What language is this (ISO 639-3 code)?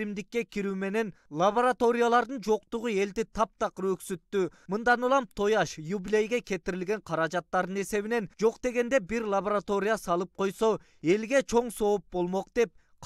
kir